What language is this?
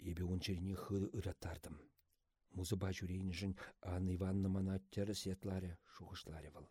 Chuvash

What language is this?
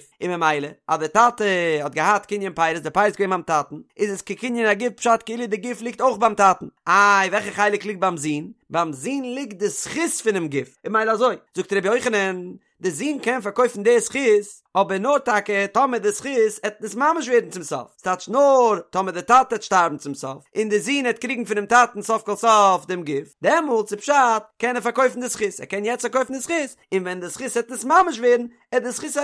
Yiddish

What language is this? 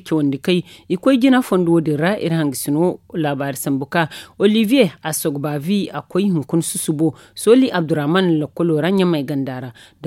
Zarma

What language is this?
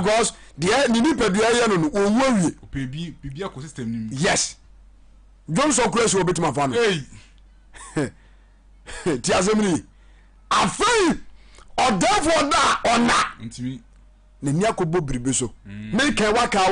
Akan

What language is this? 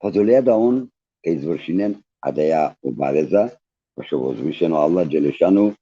Balkan Romani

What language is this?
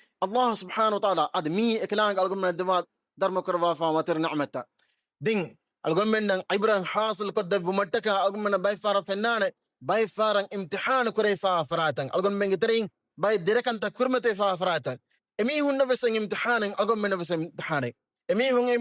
Divehi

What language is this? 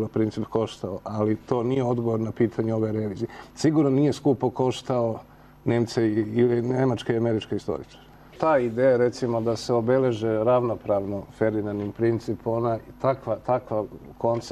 Bosnian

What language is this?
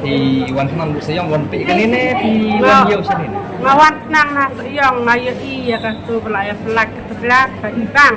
Khasi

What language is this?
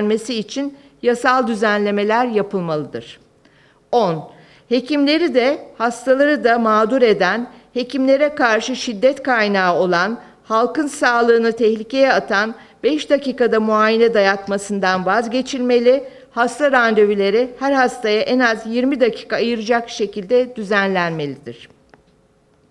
Turkish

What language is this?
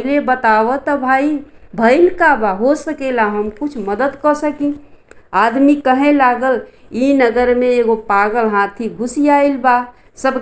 Bhojpuri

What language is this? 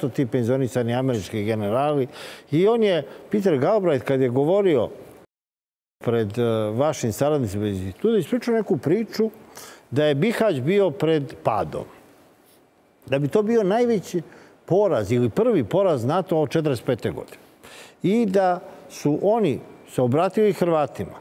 Serbian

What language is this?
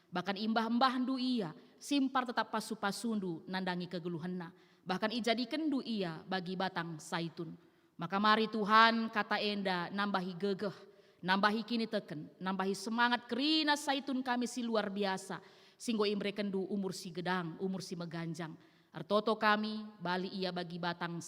Batak Karo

